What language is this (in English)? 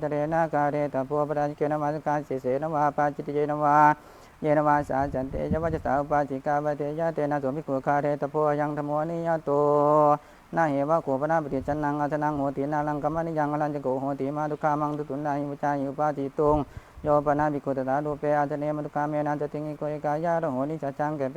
Pali